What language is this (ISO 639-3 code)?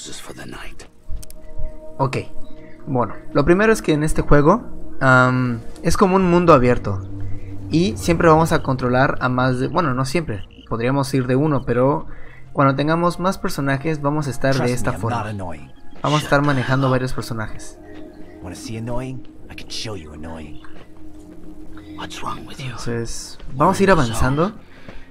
spa